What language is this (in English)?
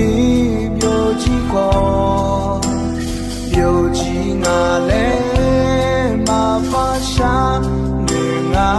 Akha